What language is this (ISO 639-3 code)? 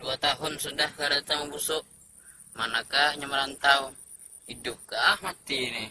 bjn